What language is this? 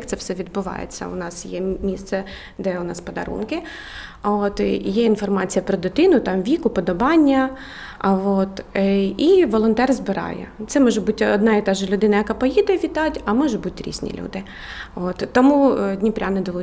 Ukrainian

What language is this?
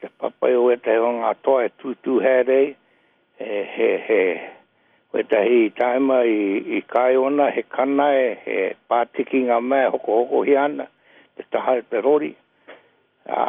Māori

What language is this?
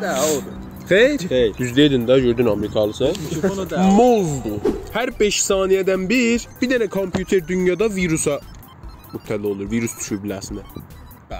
South Azerbaijani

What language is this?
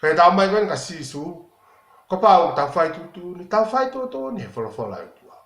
Tongan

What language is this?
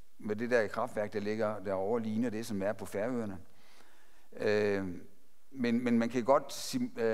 Danish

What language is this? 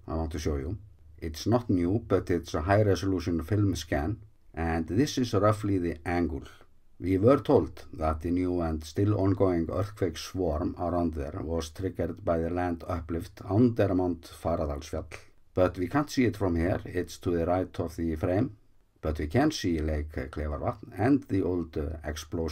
English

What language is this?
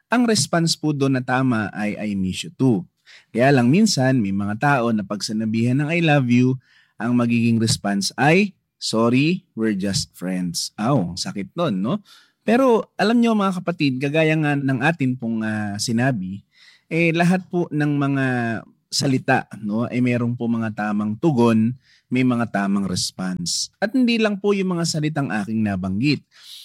Filipino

